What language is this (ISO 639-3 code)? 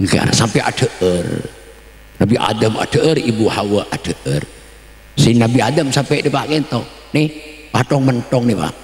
mad